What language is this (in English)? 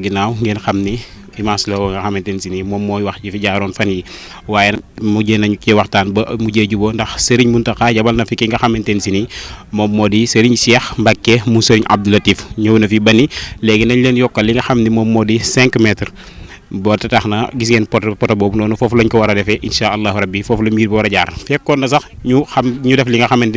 Wolof